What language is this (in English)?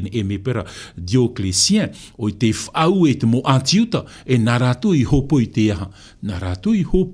Tahitian